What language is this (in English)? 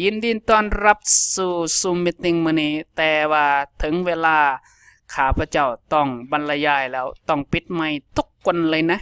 Lao